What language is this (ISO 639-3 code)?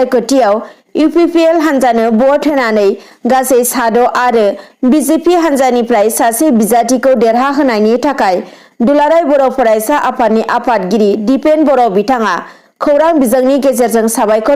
brx